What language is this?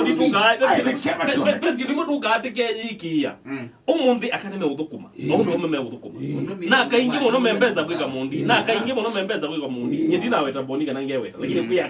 Kamba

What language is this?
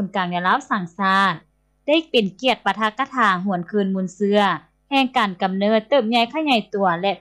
Lao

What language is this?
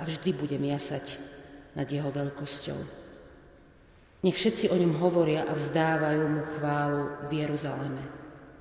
Slovak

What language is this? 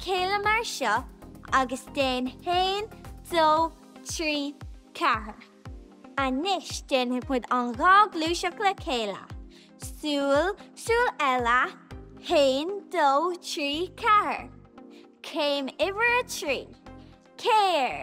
Irish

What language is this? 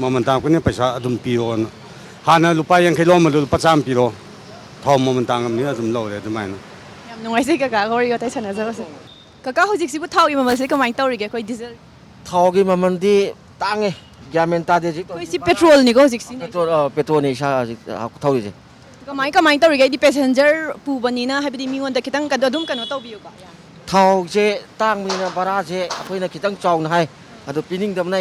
Manipuri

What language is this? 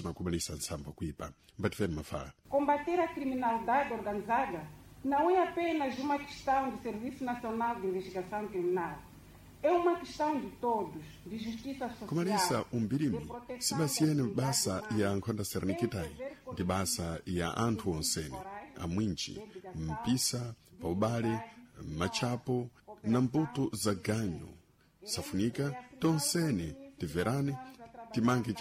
Sena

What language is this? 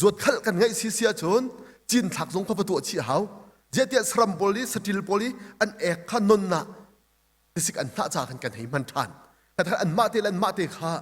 Hakha Chin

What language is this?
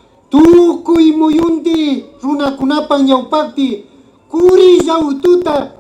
Imbabura Highland Quichua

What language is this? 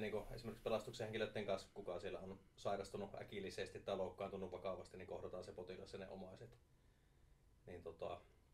Finnish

